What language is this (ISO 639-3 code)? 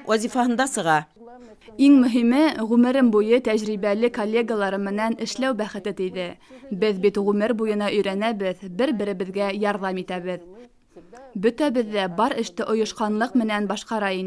bak